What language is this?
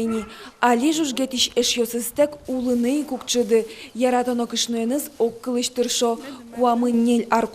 Udmurt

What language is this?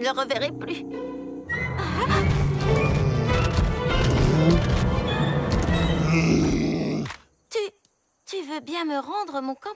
French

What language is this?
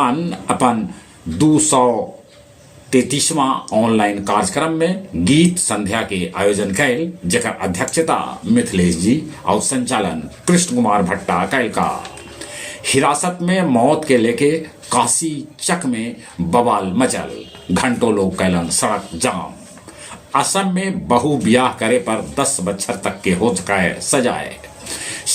Magahi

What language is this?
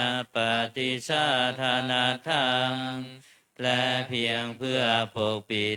Pali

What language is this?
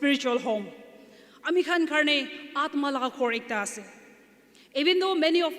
Naga Pidgin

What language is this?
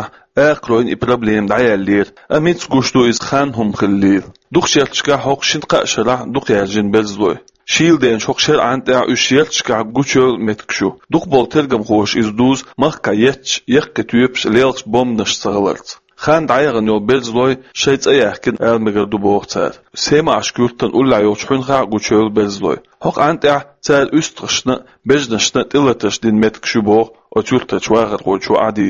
Chechen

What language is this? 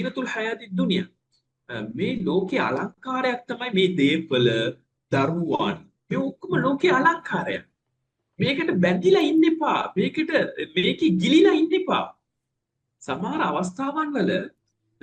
Sinhala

